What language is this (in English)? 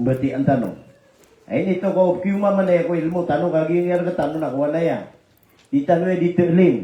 Maranao